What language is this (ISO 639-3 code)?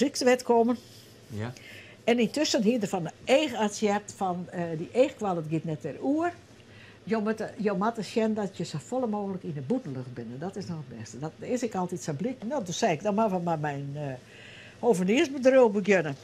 fry